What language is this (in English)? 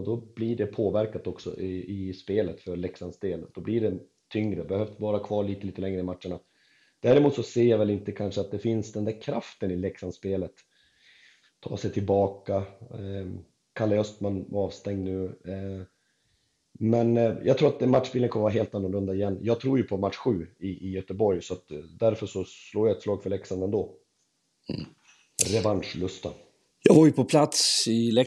Swedish